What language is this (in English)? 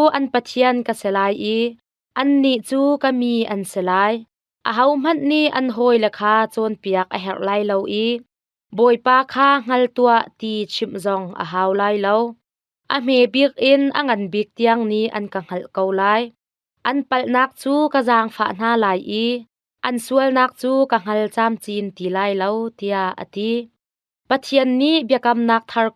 Hakha Chin